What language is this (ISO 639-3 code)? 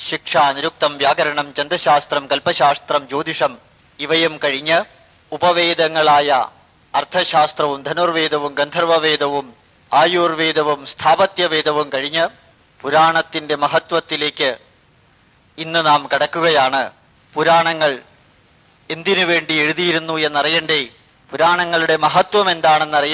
mal